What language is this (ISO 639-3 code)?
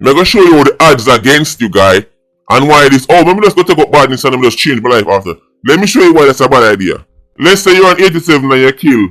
jam